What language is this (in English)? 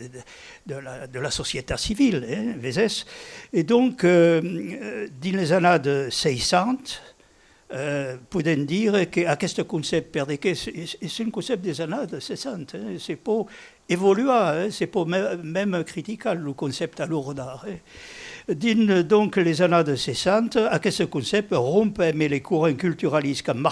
Occitan